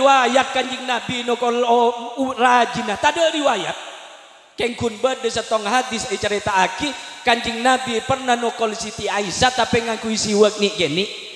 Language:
Madurese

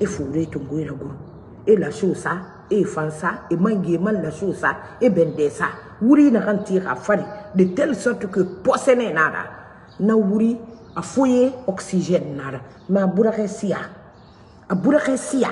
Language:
Mandingo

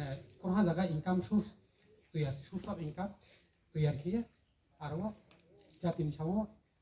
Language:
Riang (India)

